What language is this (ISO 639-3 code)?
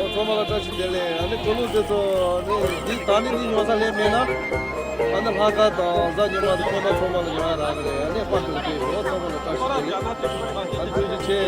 bod